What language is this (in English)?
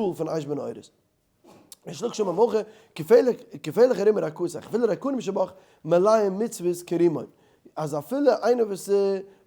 Yiddish